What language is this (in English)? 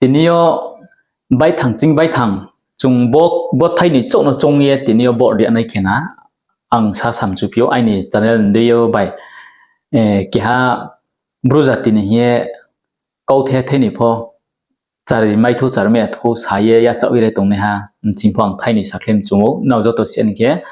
Riang (India)